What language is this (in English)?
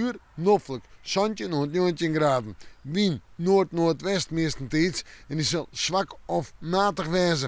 Western Frisian